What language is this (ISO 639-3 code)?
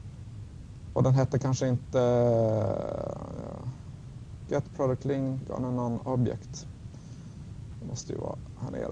swe